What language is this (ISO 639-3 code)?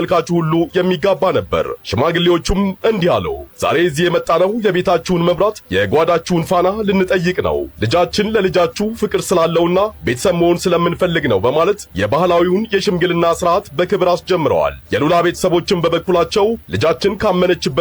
amh